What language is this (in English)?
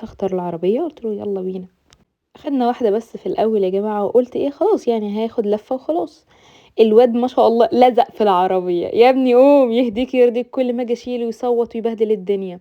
Egyptian Arabic